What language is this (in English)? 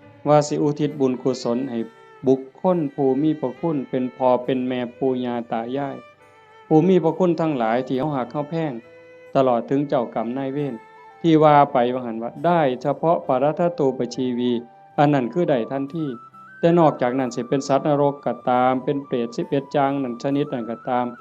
Northeastern Thai